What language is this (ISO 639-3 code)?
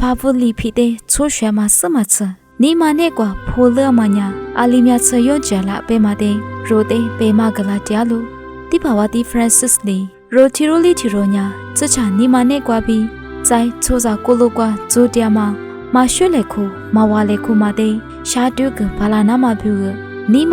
lis